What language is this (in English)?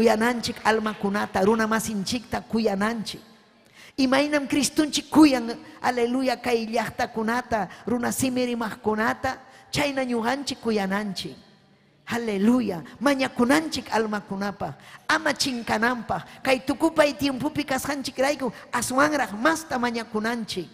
Ayacucho Quechua